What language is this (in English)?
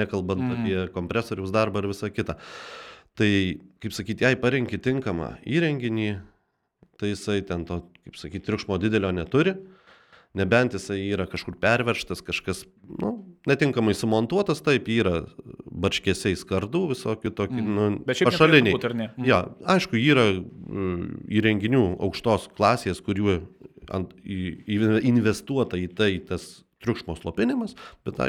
Lithuanian